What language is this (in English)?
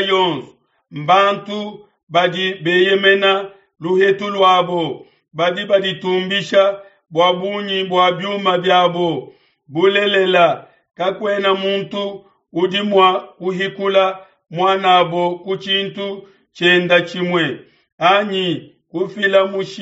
Luba-Lulua